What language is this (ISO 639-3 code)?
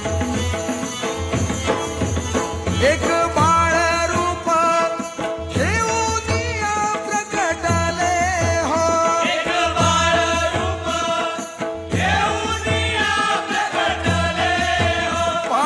mar